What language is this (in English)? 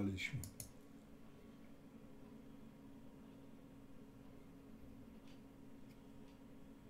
Polish